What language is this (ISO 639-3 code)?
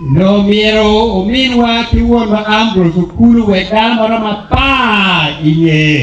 ach